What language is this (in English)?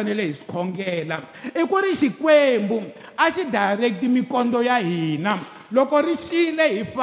Tsonga